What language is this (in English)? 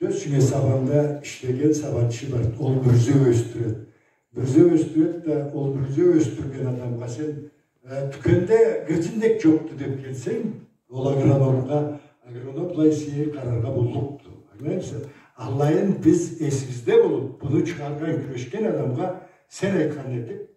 Karachay-Balkar